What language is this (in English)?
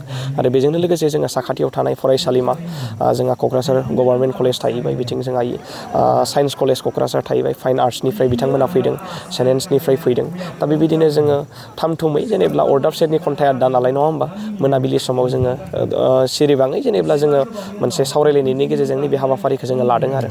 Bodo